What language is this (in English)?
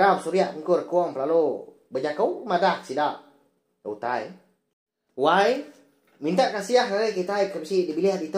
Iban